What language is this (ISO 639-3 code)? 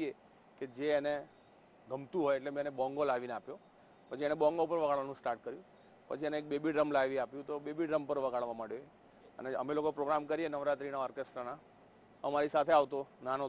guj